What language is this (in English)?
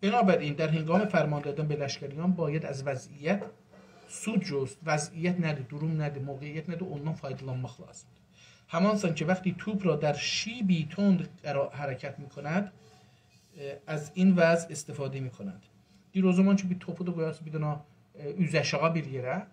South Azerbaijani